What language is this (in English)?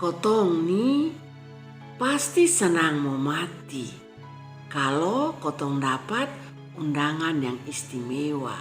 Kupang Malay